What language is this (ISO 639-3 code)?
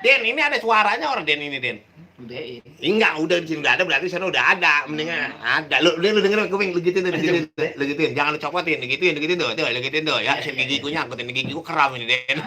bew